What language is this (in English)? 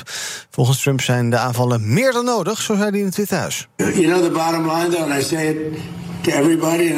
Dutch